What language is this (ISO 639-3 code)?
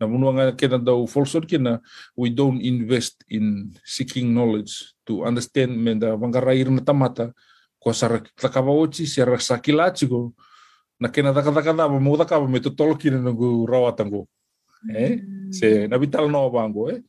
fij